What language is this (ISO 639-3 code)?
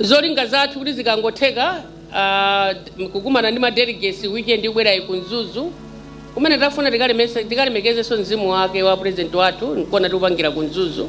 nya